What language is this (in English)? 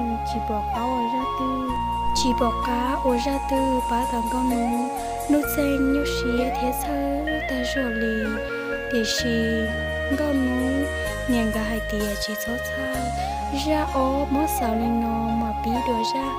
Hmong